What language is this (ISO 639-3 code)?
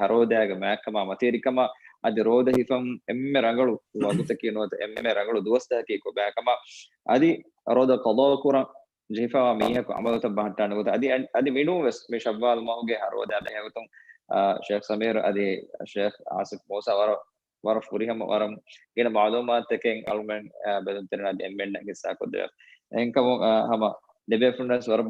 div